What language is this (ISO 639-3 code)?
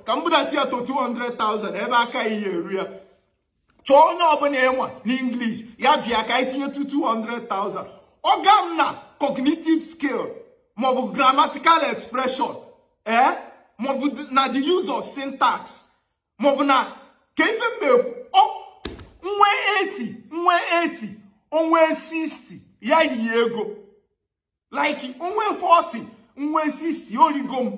ibo